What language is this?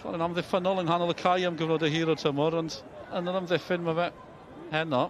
Welsh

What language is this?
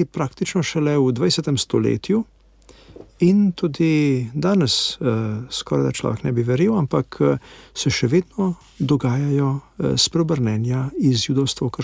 Slovenian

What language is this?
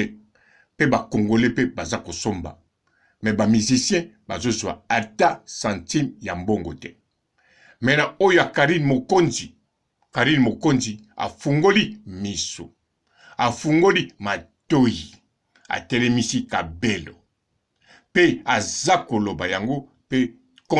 Lingala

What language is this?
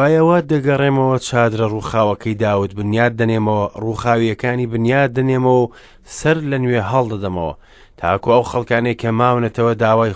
Central Kurdish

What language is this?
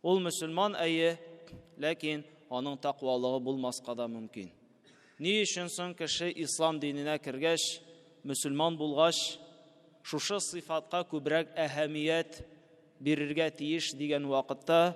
Tatar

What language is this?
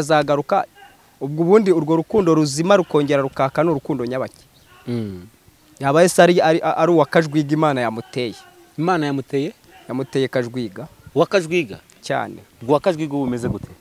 Kinyarwanda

